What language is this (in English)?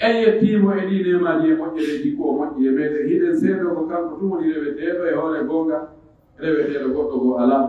Pular